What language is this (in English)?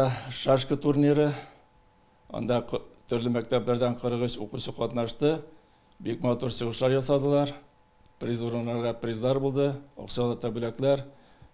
Tatar